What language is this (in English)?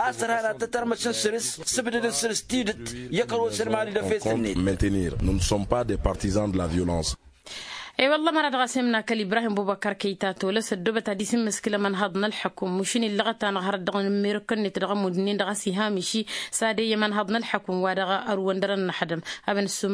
Tamasheq